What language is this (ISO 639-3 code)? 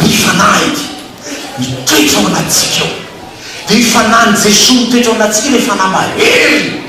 mlg